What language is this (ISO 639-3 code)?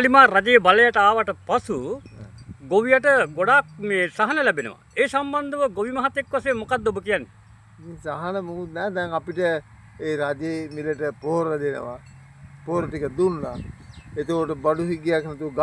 sin